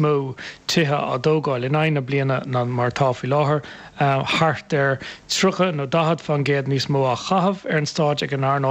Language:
Irish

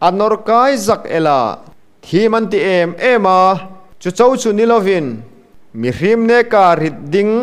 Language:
Hmar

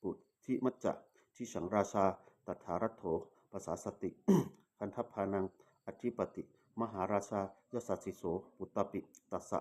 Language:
Pali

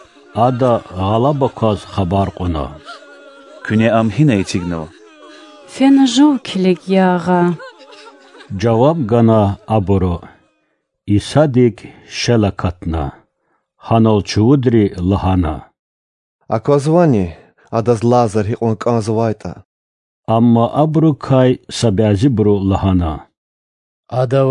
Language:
Lezghian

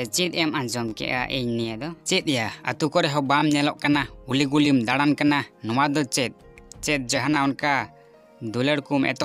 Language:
Santali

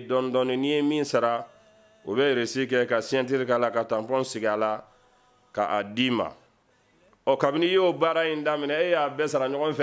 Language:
Bambara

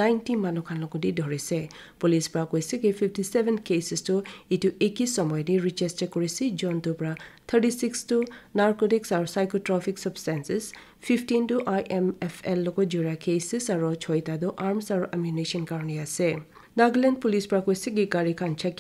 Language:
Naga Pidgin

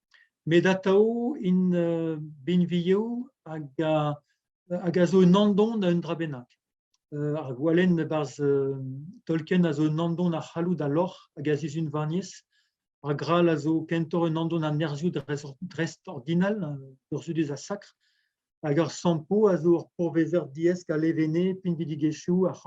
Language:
Breton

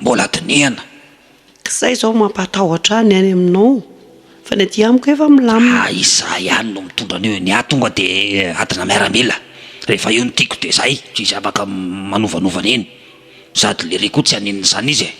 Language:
Malagasy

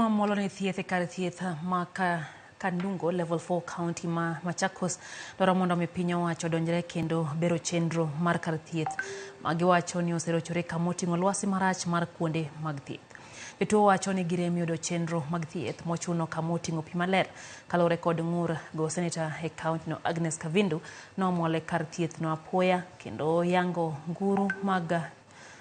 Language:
Luo (Kenya and Tanzania)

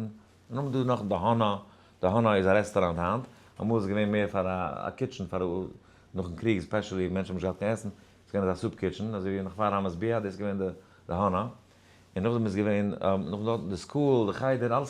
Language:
Yiddish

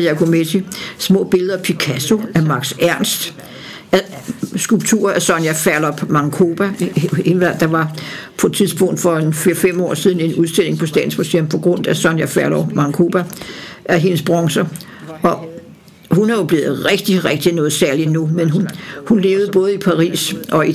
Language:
Danish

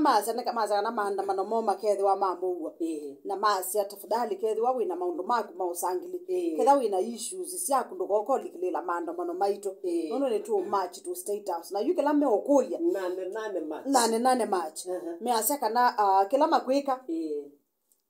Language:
Kamba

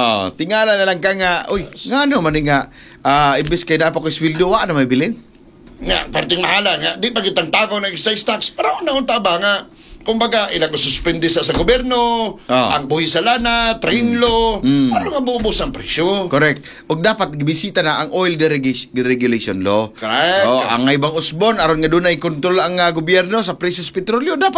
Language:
Cebuano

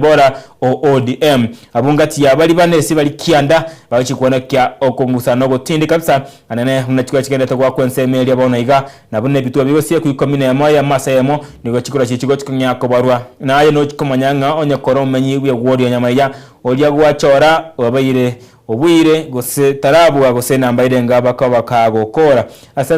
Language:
Gusii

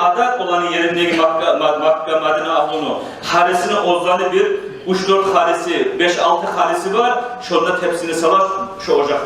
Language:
Kumyk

